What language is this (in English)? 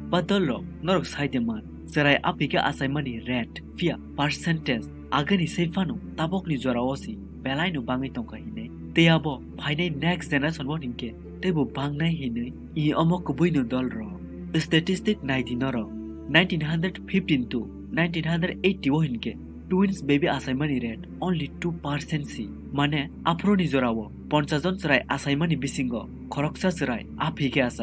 Kok Borok